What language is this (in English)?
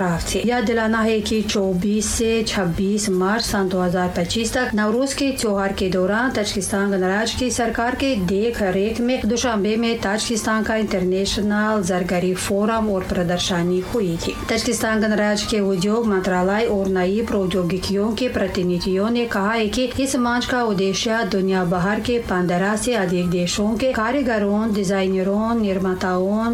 Tajik